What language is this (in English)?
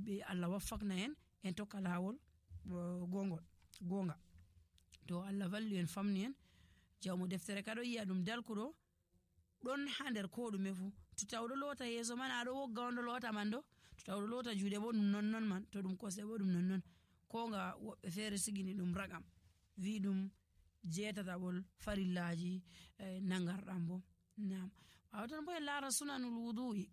Nigerian Fulfulde